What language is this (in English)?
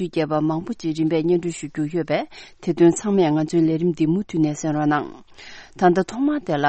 Tibetan